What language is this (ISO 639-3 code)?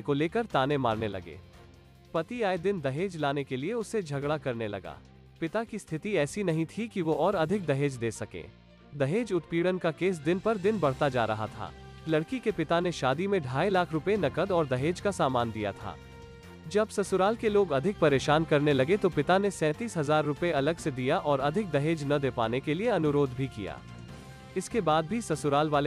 hin